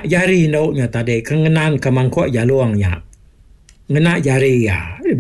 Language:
Iban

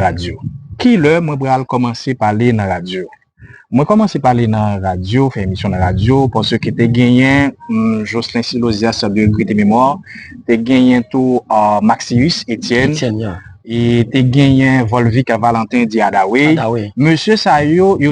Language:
Haitian Creole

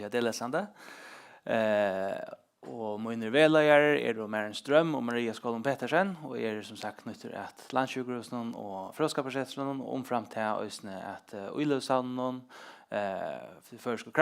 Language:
Faroese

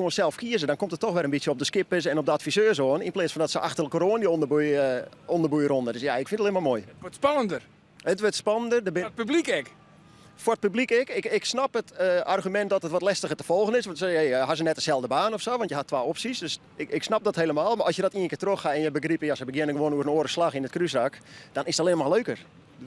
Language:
Western Frisian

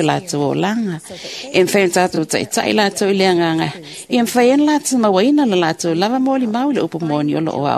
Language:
Samoan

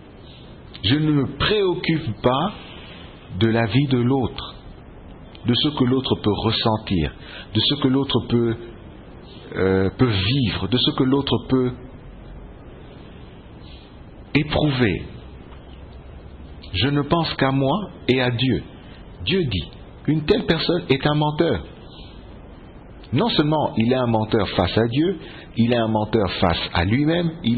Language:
French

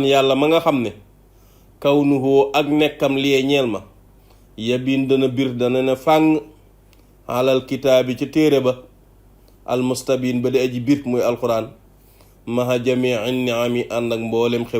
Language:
Wolof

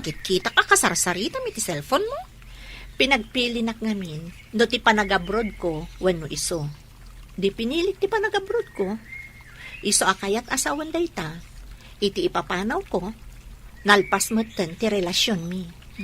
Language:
Iloko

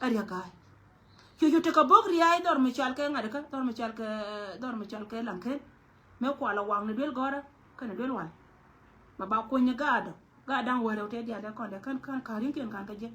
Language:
Nuer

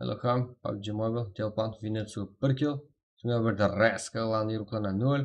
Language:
Kara-Kalpak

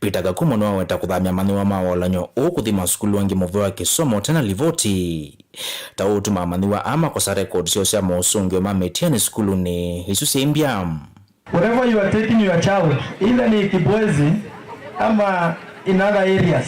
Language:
Kamba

